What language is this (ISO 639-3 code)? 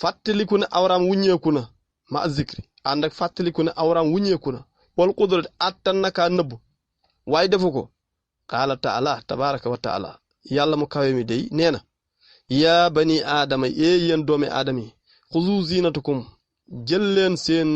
wol